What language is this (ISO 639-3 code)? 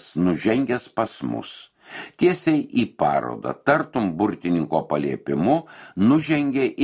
lit